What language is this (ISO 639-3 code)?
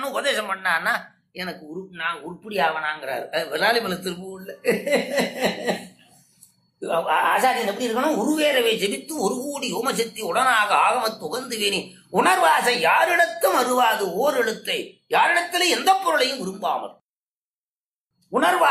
tam